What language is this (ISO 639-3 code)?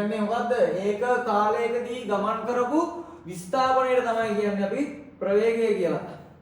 sin